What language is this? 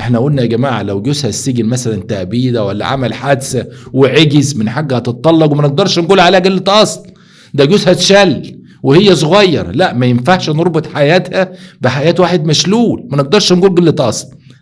Egyptian Arabic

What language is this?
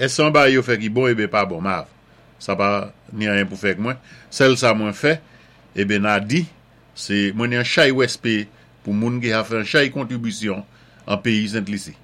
Saint Lucian Creole French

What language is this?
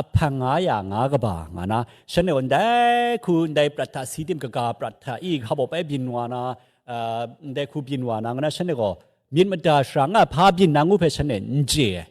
Kachin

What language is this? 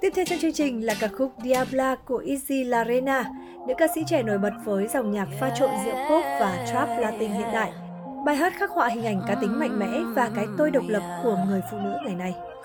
Vietnamese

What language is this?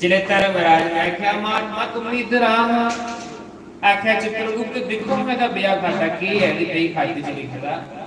Dogri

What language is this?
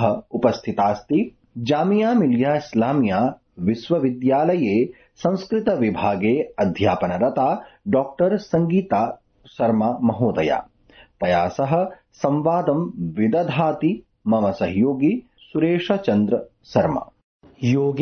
Sanskrit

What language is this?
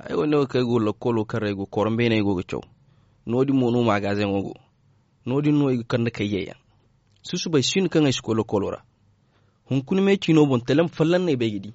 Zarma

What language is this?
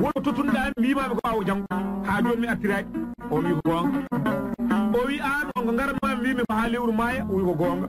Fula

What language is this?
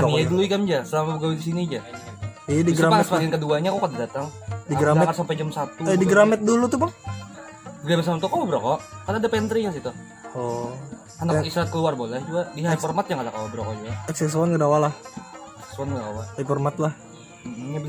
Banjar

